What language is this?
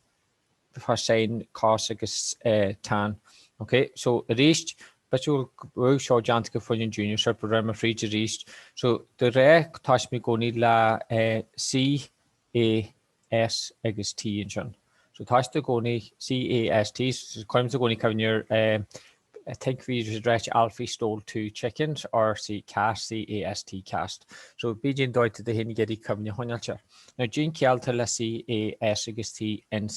Irish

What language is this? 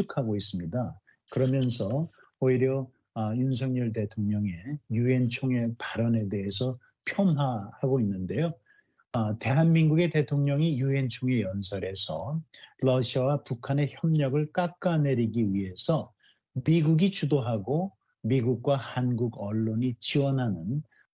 Korean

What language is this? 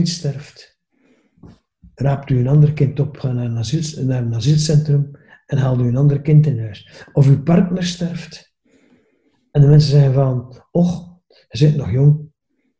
Dutch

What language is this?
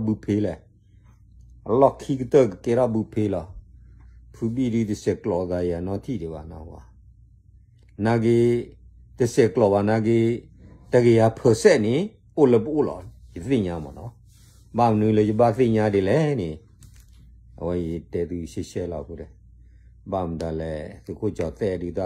S'gaw Karen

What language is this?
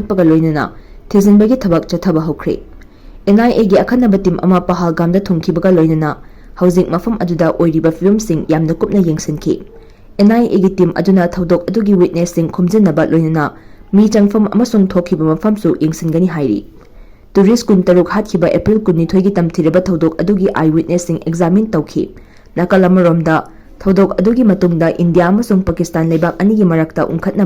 Manipuri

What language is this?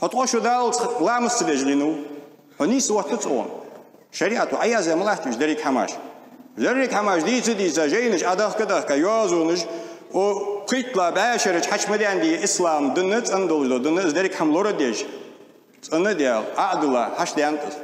Ingush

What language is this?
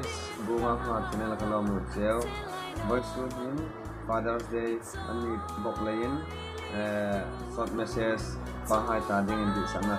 Hmar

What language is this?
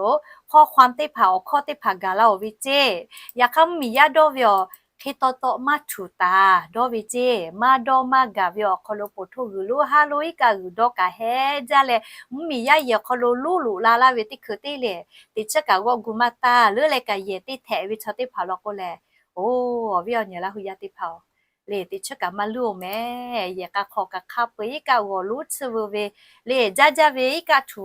Lahu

